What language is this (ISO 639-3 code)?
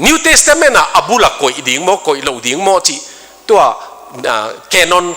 ctd